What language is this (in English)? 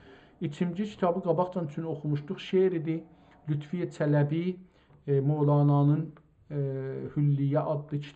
South Azerbaijani